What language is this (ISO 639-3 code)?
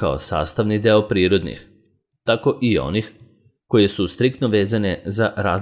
srp